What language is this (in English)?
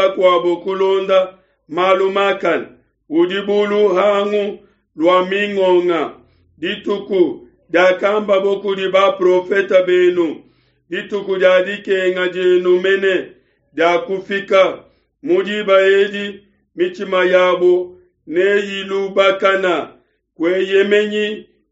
Luba-Lulua